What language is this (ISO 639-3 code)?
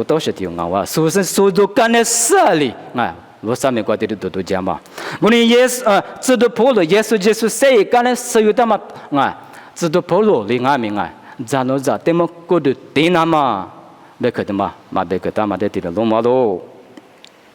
lis